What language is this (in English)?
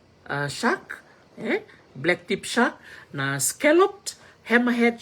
Fijian